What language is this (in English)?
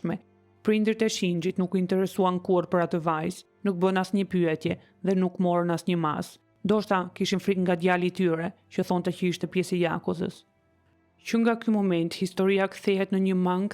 Albanian